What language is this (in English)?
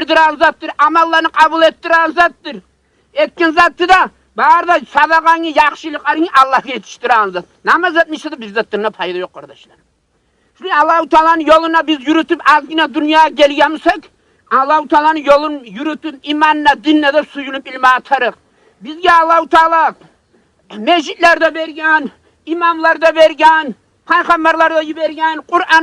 Kumyk